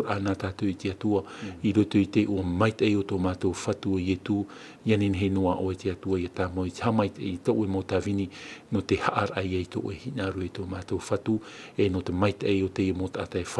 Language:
Tahitian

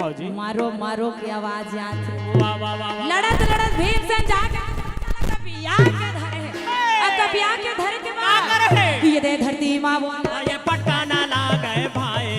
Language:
Chhattisgarhi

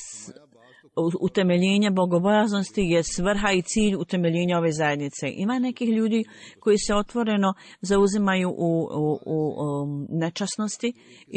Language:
Bosnian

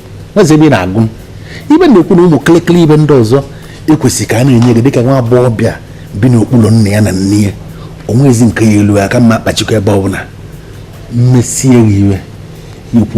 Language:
Igbo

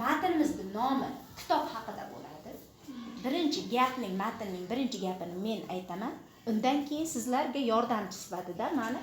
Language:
Uzbek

